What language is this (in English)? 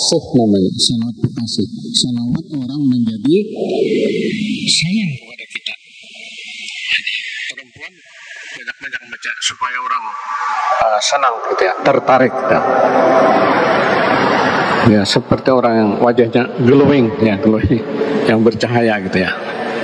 Indonesian